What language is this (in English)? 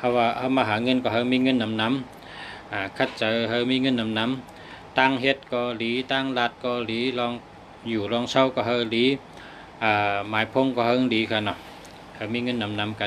Shan